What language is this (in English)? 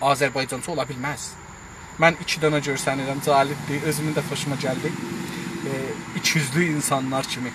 South Azerbaijani